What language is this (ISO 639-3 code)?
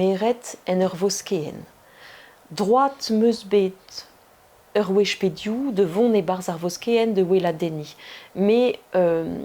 bre